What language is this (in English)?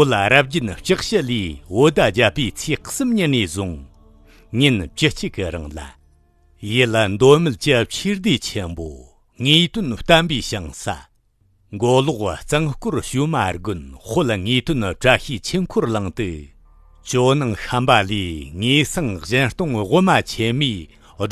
Tibetan